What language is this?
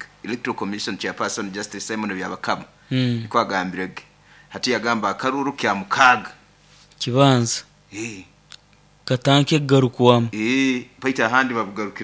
Nyoro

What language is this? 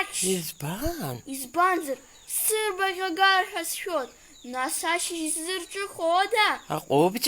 Abkhazian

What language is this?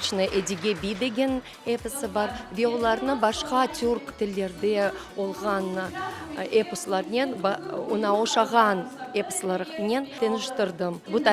Crimean Tatar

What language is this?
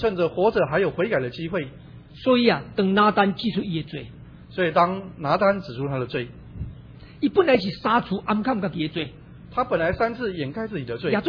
Min Nan Chinese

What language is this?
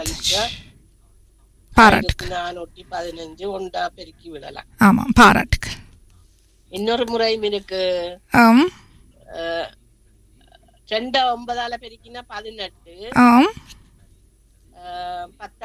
Tamil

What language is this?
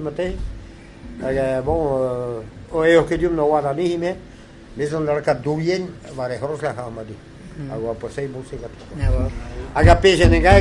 Breton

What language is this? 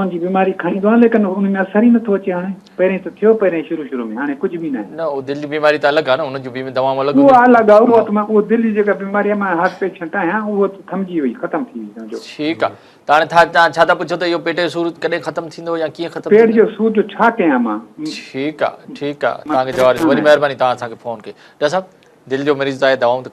Sindhi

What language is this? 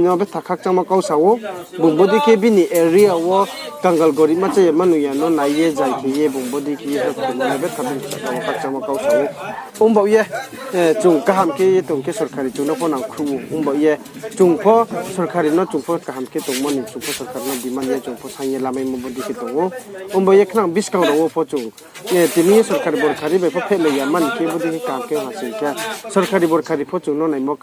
Riang (India)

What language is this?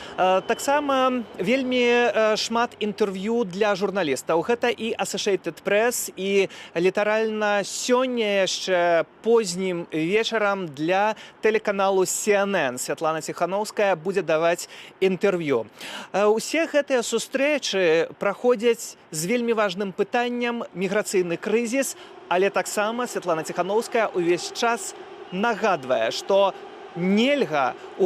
Belarusian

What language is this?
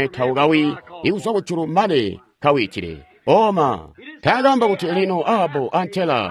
Tonga (Zambia)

